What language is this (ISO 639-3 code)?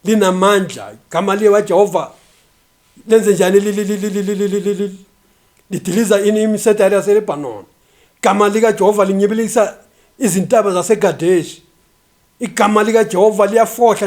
zul